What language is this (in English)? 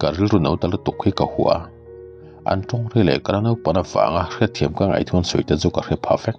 Mizo